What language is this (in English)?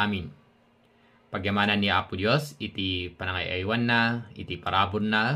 Iloko